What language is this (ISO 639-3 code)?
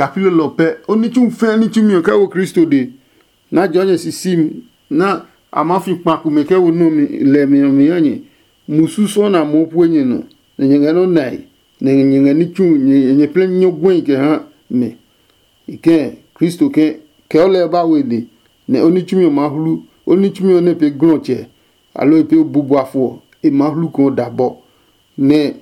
ada